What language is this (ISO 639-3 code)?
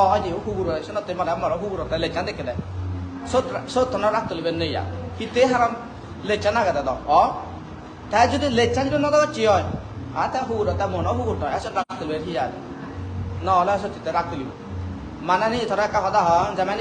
ccp